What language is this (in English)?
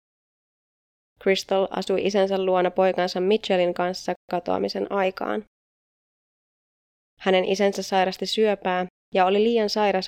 Finnish